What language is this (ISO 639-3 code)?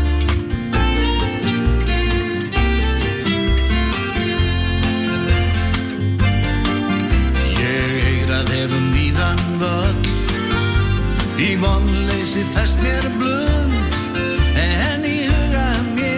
isl